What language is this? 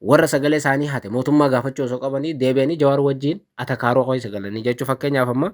Oromo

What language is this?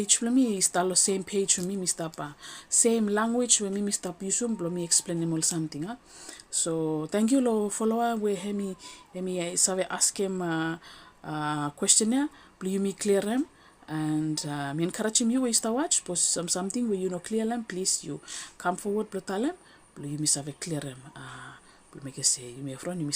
Bislama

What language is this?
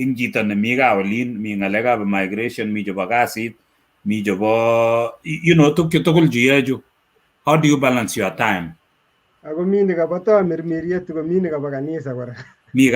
Kalenjin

